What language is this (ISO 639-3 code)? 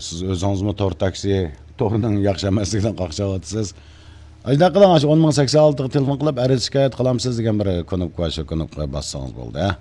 uig